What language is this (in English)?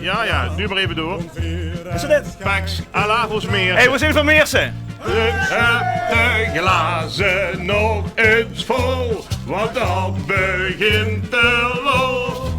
Limburgish